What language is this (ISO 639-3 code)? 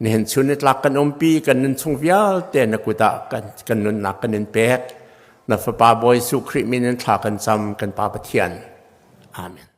cnh